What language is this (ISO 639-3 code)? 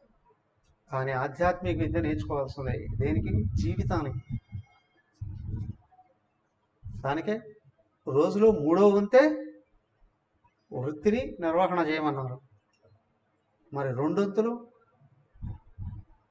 tel